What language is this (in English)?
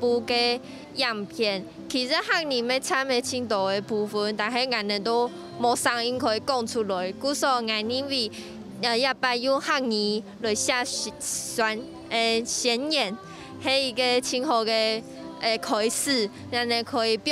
Hakka Chinese